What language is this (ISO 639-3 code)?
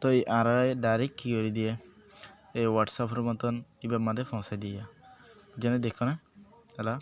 rhg